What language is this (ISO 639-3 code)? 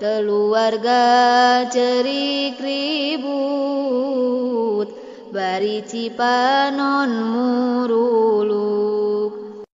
sun